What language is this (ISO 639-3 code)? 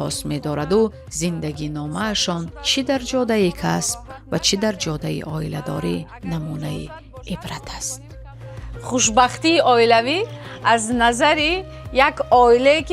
tgk